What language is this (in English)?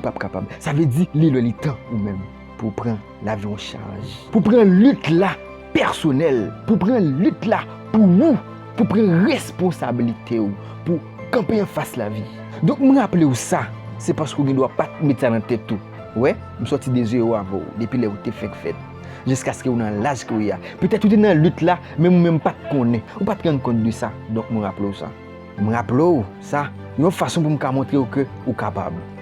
Haitian Creole